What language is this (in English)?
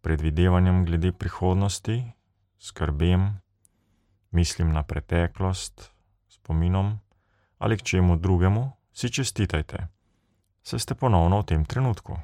Slovenian